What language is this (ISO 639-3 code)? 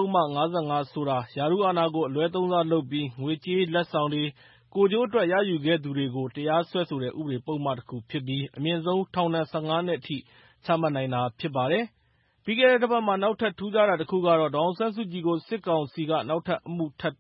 mya